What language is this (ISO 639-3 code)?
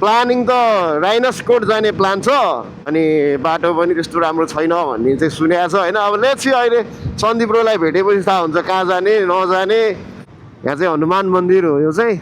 nep